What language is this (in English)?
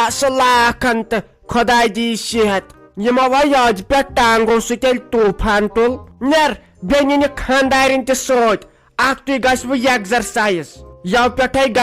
Kashmiri